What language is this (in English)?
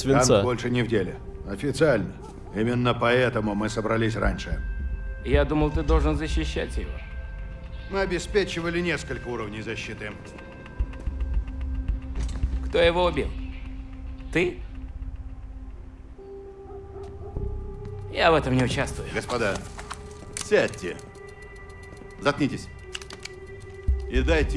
Russian